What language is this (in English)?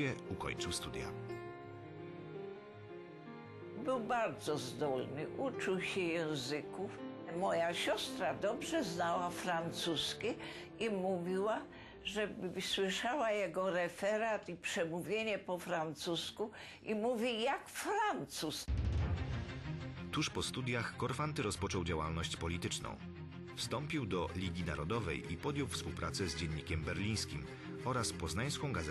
Polish